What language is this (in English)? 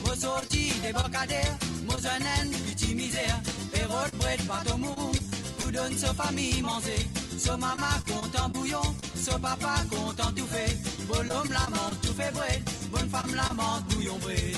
Morisyen